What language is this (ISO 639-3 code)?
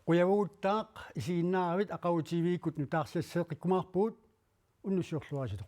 kal